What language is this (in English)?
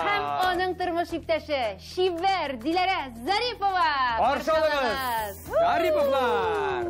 Tatar